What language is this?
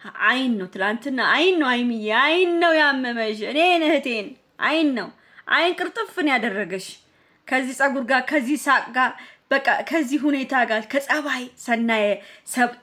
Amharic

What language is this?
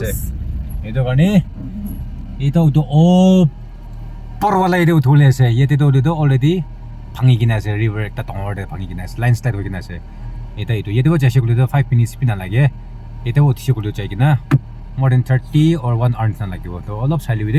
Naga Pidgin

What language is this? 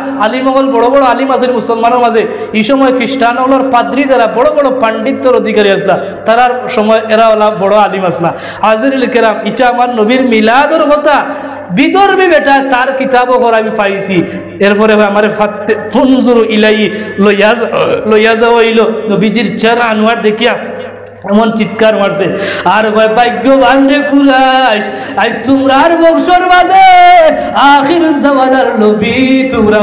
Sylheti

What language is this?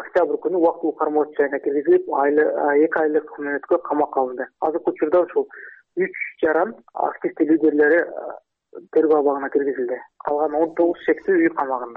Kyrgyz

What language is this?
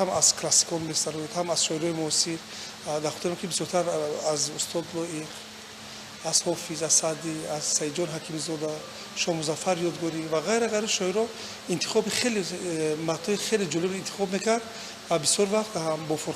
Tajik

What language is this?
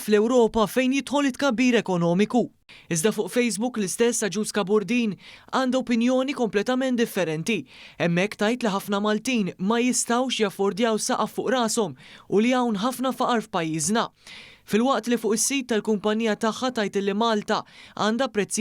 Maltese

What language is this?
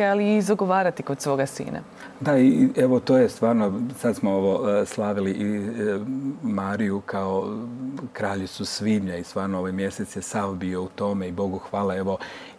Croatian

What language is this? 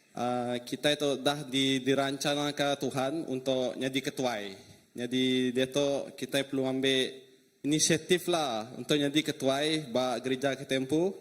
Iban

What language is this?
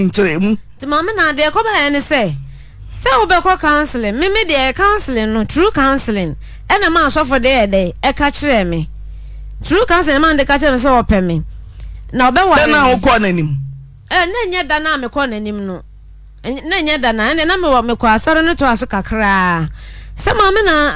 Akan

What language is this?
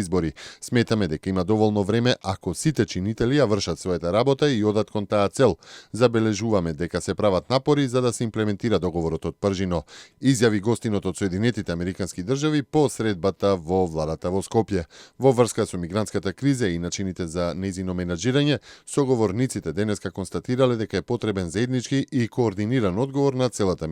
Macedonian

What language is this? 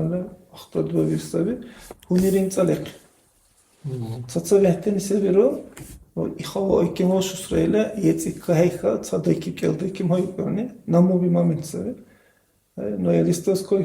Dargwa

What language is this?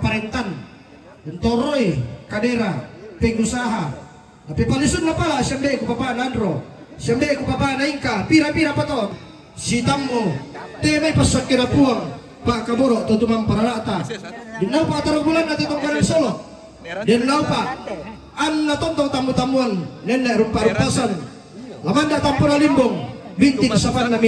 Toraja-Sa'dan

